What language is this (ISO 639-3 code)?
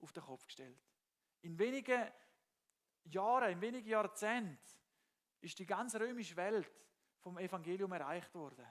gsw